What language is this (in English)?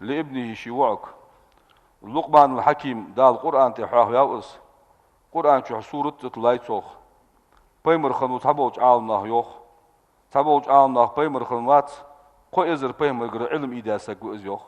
Ingush